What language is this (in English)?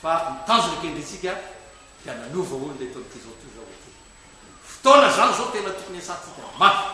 Malagasy